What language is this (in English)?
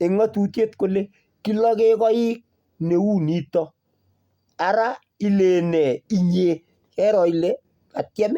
Kalenjin